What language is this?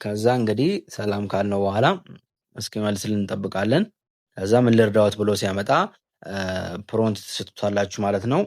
Amharic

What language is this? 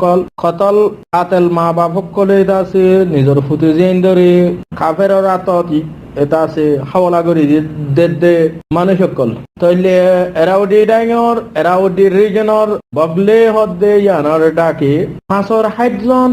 Rohingya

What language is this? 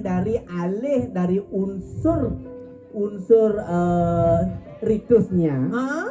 Balinese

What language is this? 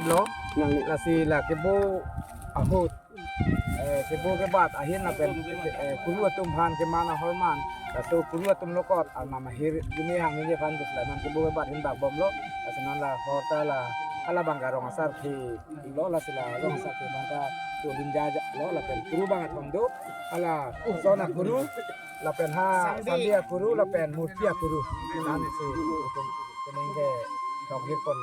Karbi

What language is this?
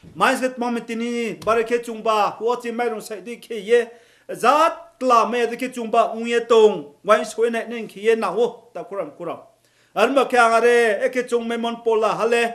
Riang (India)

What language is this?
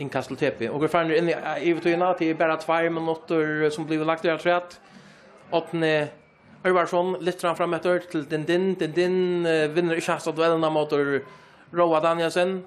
Faroese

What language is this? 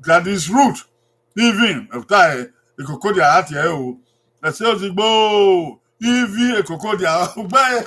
Bini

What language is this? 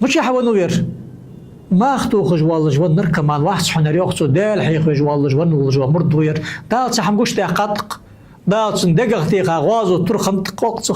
Ingush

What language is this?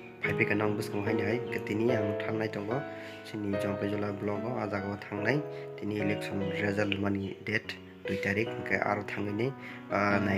Kok Borok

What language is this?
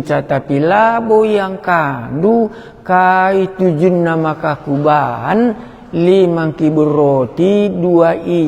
Batak Karo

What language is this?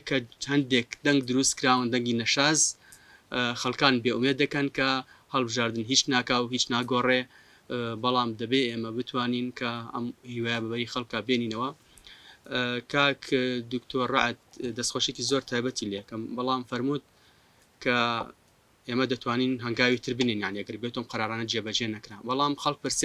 Central Kurdish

